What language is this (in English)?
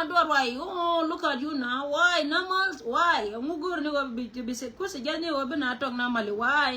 Nuer